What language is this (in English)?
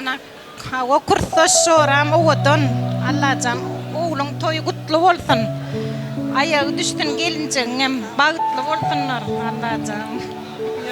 Turkmen